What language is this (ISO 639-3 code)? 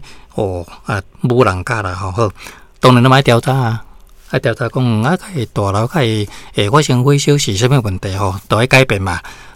nan